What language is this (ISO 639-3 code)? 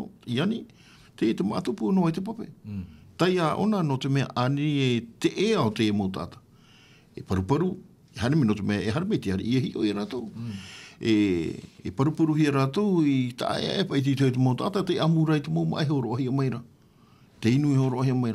tah